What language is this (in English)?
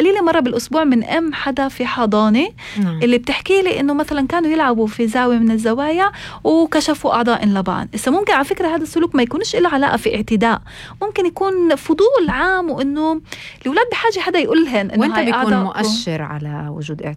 North Levantine Arabic